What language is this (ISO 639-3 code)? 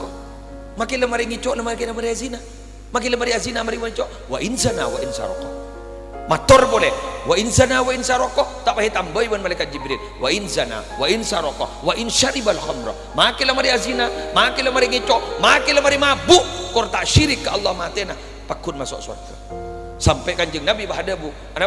mad